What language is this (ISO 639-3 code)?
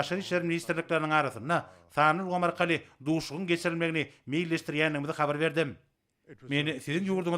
tuk